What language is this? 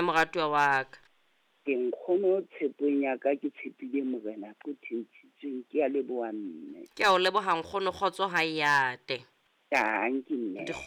Southern Sotho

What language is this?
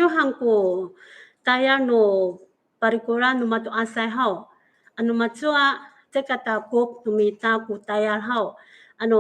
Amis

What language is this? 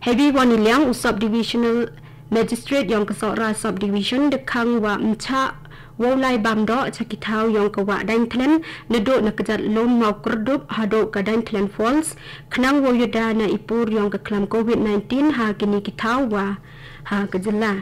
Khasi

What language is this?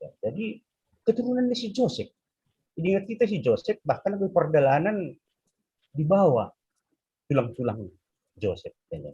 Batak Simalungun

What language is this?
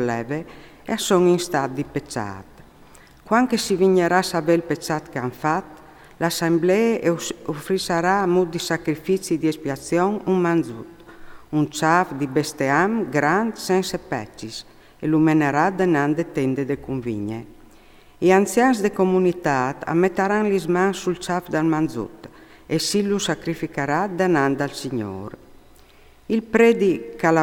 Friulian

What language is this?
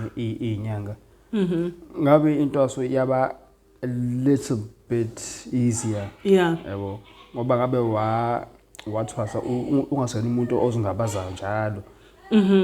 Zulu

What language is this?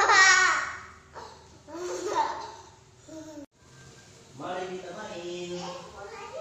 Indonesian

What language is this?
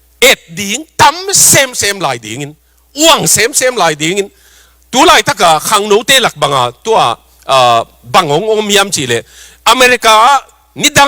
Tedim Chin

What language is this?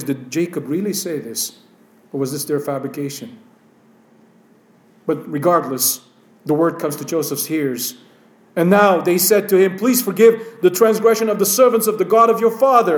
English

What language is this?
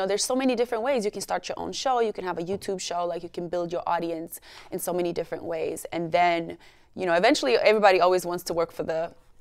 English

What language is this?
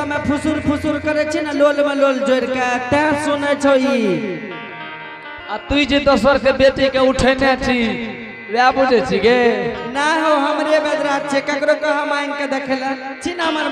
Angika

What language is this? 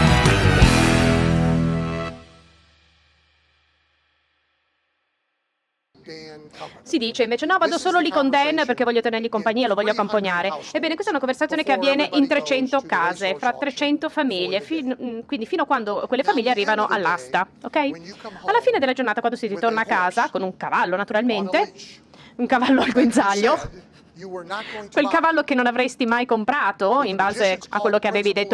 Italian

